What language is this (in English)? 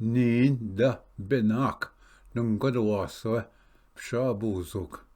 Ojibwa